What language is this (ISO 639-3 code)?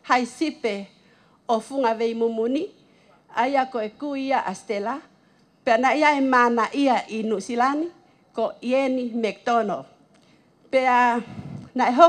ton